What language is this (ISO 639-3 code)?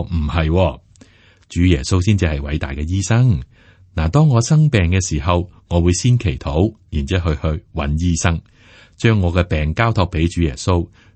yue